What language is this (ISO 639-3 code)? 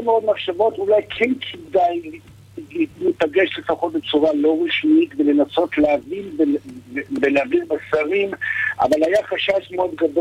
heb